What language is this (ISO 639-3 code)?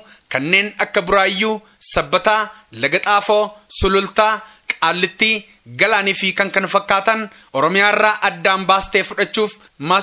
orm